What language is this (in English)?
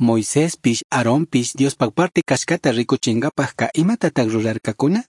Chimborazo Highland Quichua